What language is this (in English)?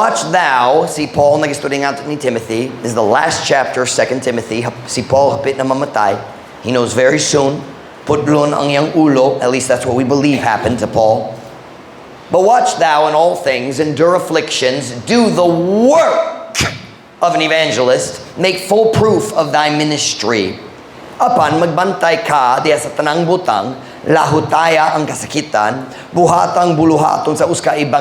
Cebuano